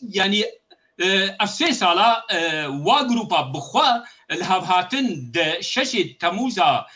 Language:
Kurdish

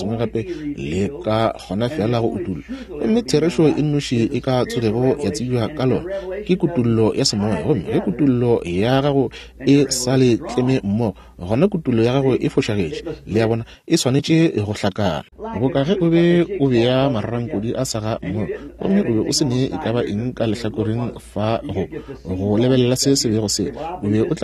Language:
Northern Sotho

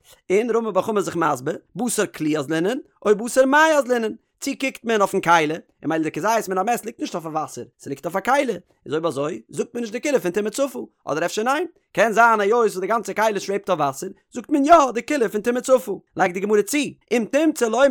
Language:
Yiddish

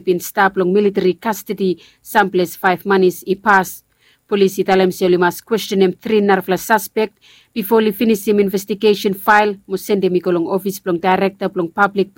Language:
Bislama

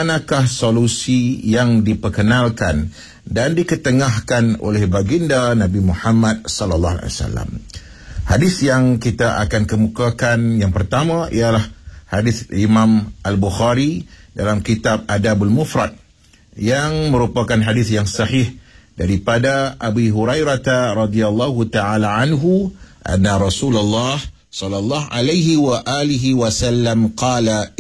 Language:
Malay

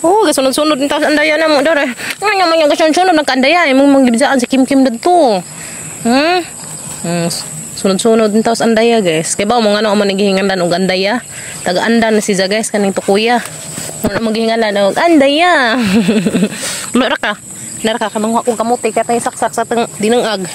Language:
Cebuano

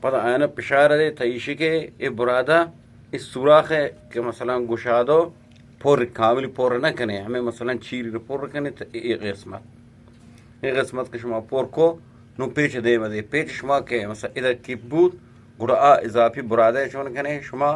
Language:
Eastern Balochi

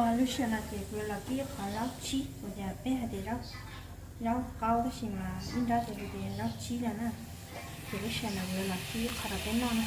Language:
Hmong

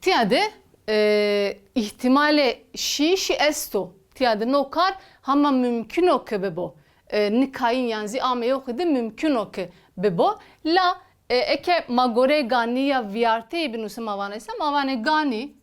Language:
Zaza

